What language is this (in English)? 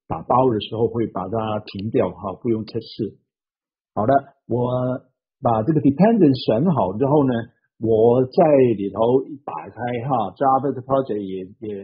Chinese